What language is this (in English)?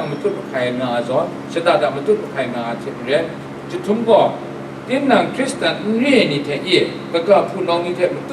Kachin